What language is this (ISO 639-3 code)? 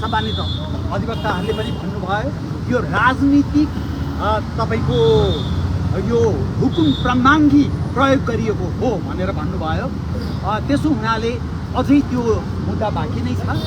nep